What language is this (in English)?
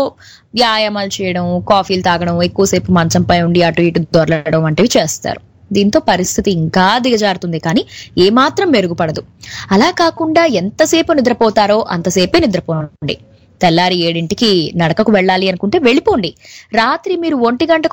Telugu